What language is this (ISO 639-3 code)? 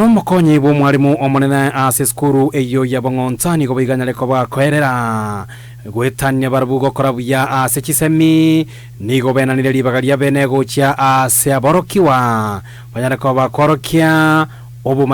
guz